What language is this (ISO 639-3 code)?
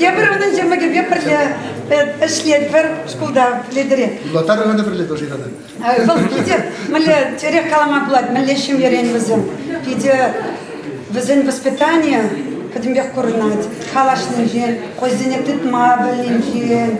chv